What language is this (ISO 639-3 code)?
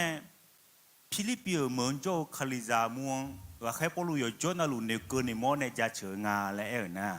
ahk